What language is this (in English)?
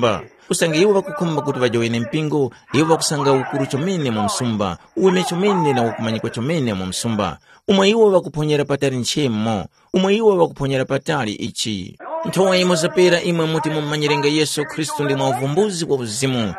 Tumbuka